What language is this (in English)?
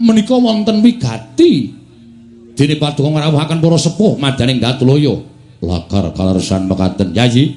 Javanese